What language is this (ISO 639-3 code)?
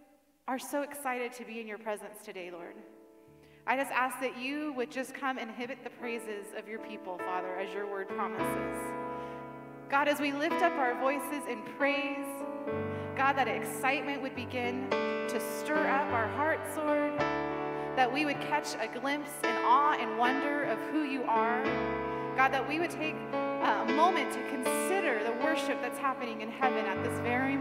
eng